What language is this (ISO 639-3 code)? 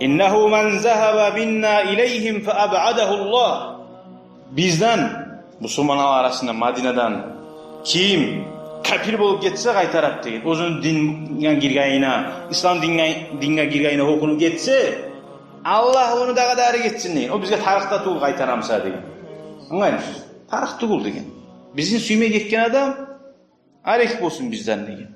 kum